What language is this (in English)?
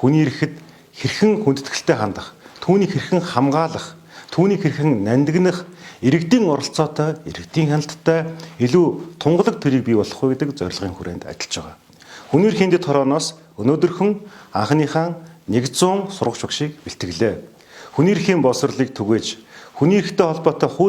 Mongolian